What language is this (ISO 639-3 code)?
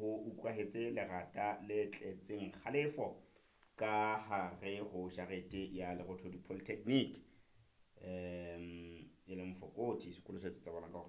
sot